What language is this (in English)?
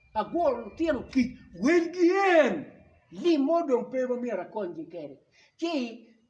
Acoli